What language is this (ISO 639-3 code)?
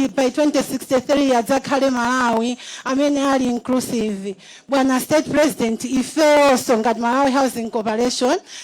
nya